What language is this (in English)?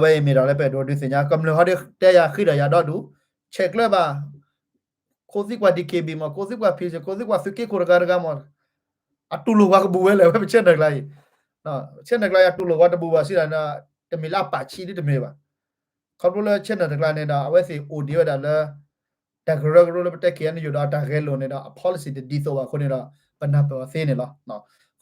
S'gaw Karen